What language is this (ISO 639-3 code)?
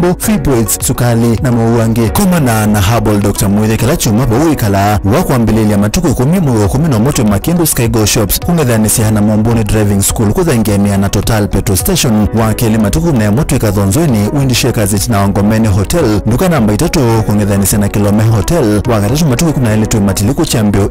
kam